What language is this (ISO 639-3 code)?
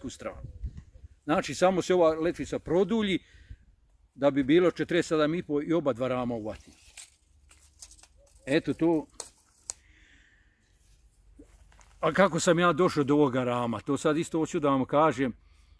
hrv